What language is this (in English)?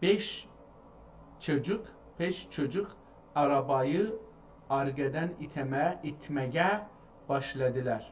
South Azerbaijani